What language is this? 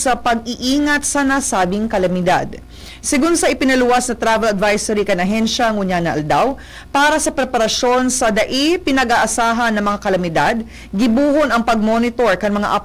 Bikol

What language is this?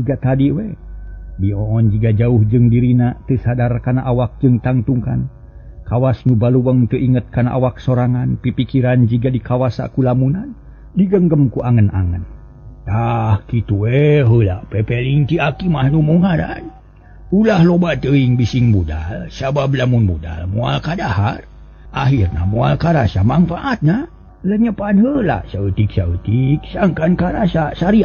Sundanese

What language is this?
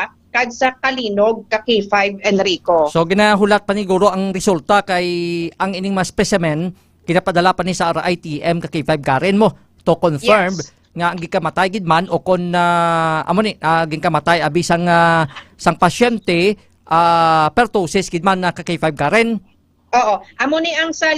Hiligaynon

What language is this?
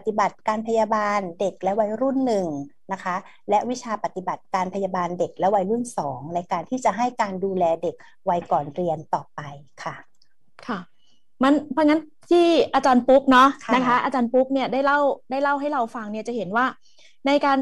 Thai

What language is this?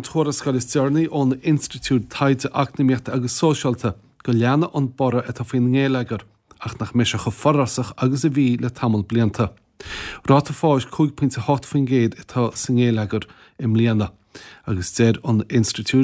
Irish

